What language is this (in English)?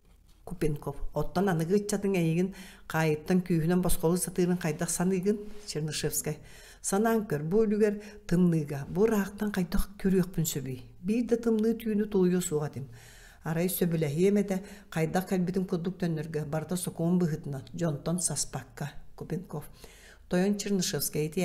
Yakut